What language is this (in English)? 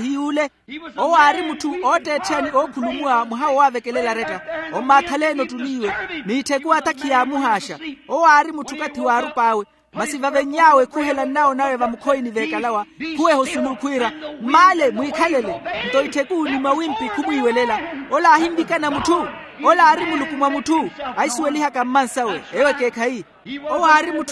Makhuwa